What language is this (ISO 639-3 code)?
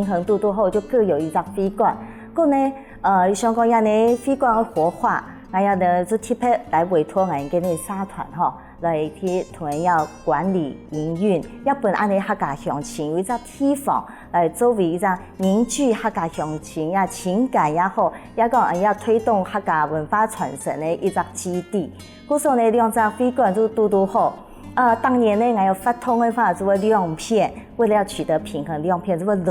hak